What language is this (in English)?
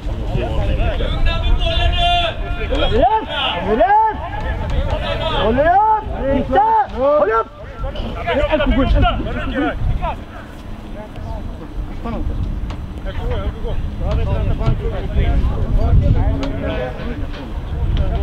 Swedish